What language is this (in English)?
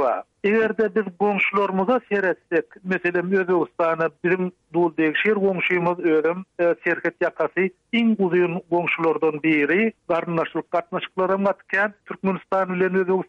Turkmen